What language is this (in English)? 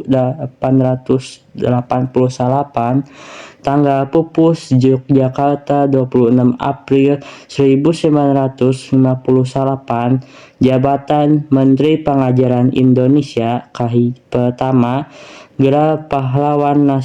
Sundanese